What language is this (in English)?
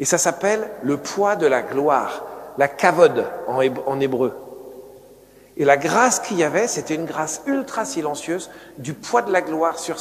French